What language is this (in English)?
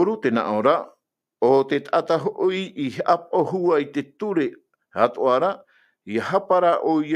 Tahitian